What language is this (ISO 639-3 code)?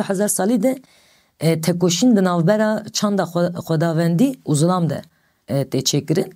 kur